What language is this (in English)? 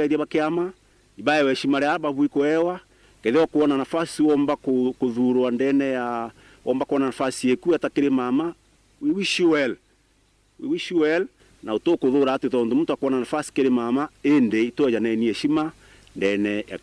Meru